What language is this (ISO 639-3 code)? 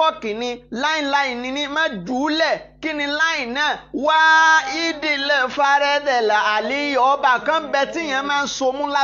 yor